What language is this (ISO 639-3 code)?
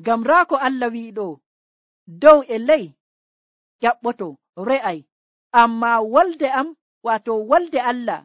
fuv